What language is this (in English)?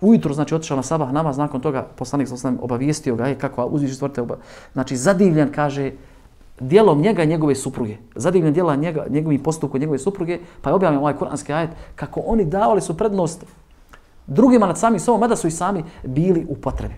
Bosnian